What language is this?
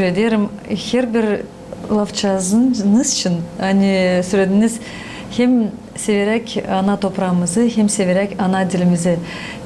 Gagauz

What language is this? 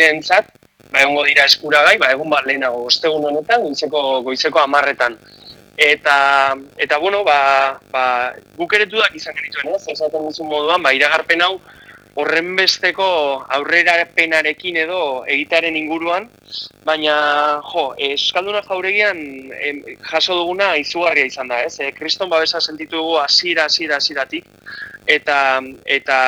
Basque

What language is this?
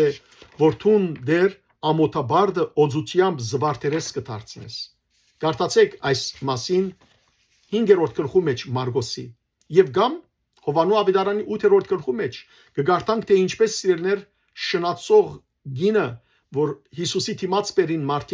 Western Armenian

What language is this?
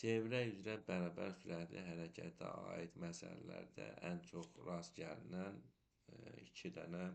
Azerbaijani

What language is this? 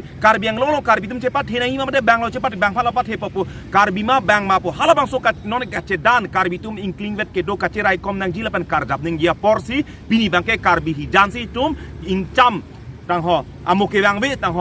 Karbi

